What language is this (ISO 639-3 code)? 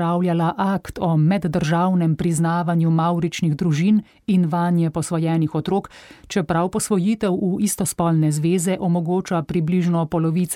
slv